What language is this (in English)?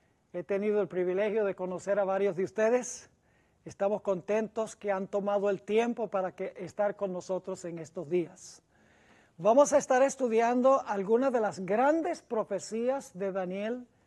Spanish